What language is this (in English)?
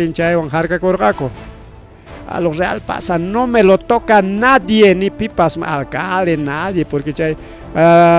Ayacucho Quechua